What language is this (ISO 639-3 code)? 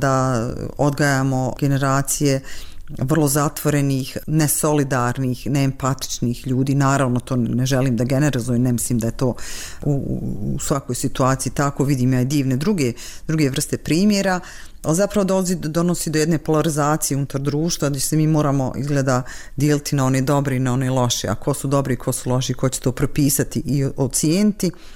bos